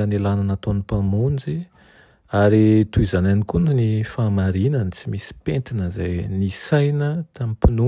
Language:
Malagasy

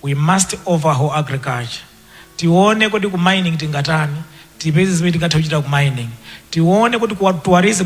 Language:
Nyanja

